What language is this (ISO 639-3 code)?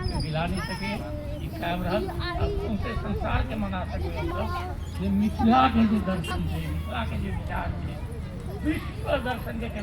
mai